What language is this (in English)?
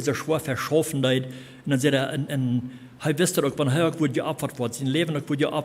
Plautdietsch